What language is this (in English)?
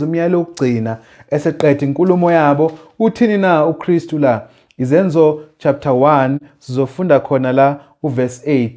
Zulu